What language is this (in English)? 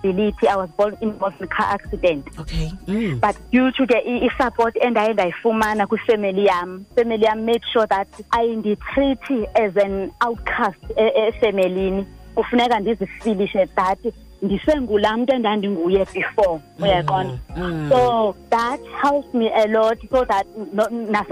Xhosa